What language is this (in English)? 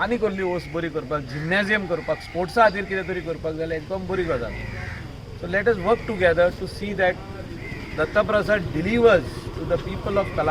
Konkani